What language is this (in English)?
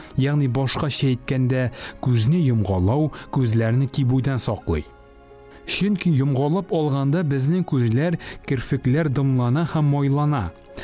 Tatar